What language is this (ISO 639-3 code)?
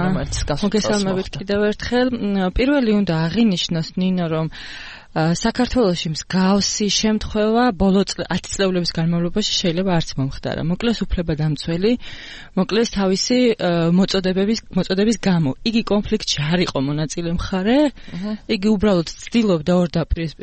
kat